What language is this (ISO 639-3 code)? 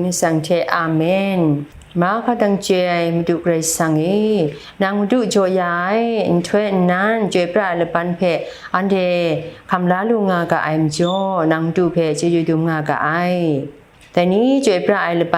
kac